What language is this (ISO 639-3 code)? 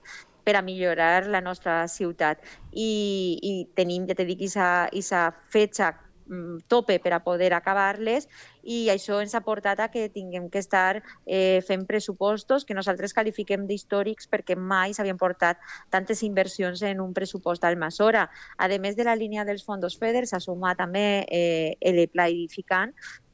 cat